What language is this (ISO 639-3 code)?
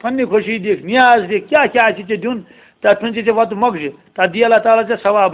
kas